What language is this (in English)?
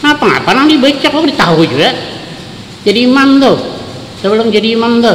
Banjar